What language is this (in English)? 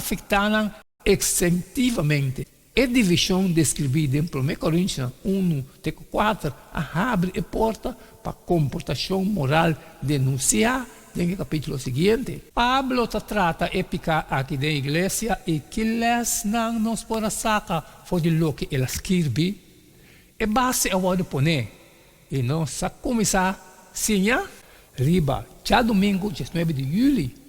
Papiamento